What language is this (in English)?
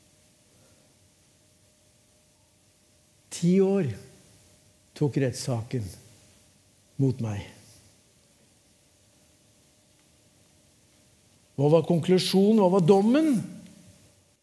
Norwegian